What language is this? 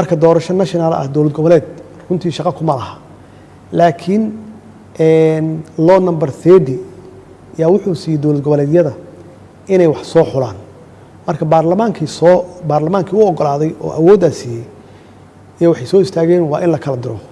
Somali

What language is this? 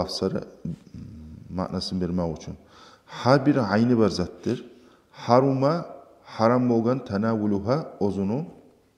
Kumyk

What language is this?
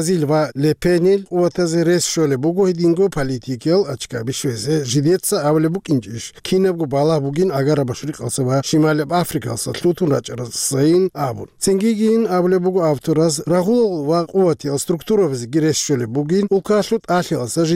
Avaric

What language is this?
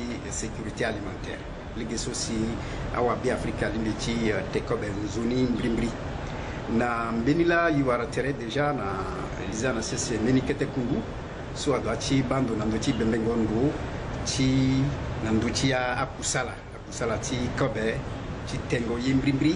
Sango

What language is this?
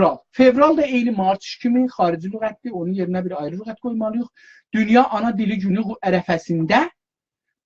South Azerbaijani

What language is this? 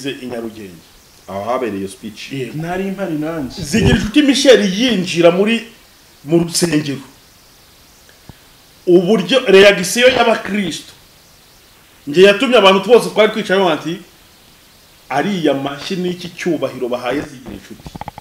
Kinyarwanda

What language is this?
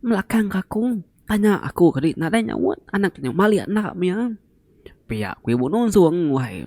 Iban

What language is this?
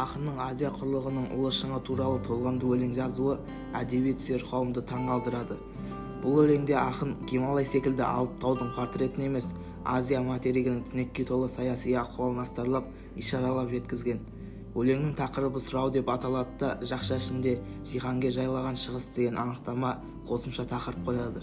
Kazakh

